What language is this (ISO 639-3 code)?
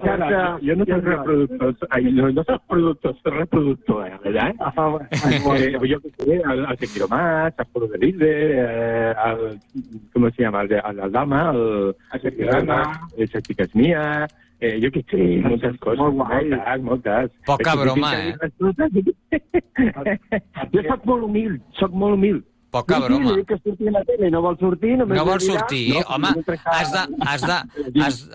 cat